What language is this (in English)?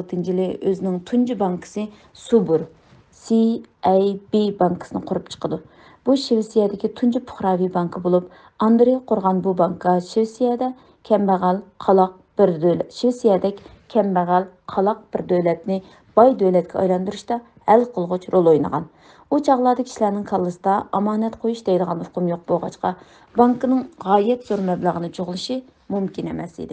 Uyghur